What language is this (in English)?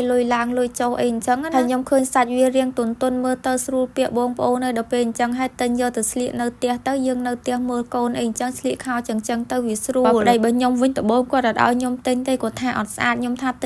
Khmer